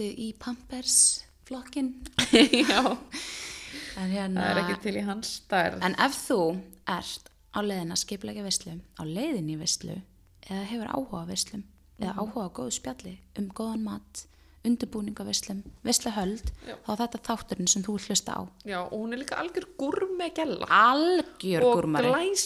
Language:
Icelandic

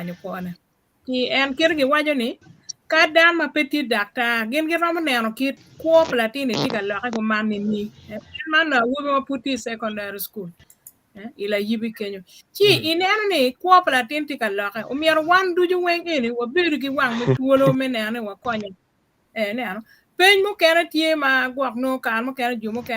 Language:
Acoli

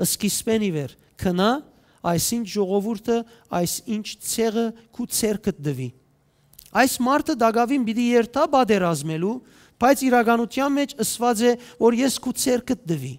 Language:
Western Armenian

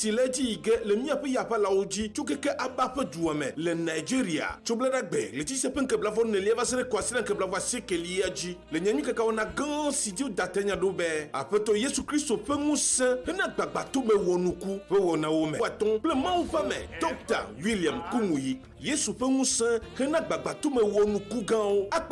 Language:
Ewe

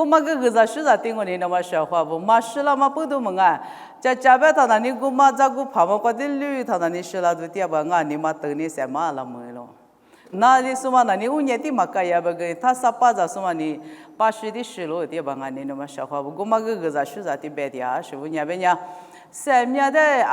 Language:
Lisu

